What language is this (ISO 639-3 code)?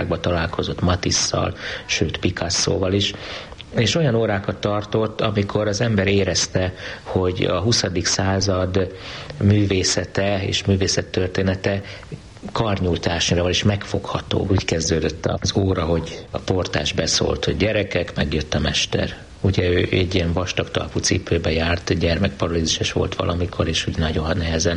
hun